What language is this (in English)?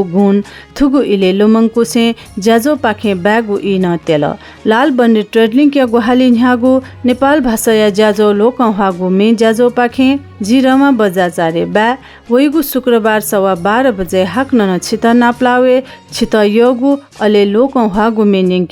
Newari